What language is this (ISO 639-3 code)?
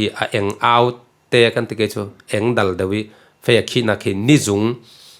cfm